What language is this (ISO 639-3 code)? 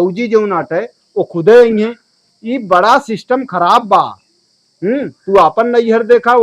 awa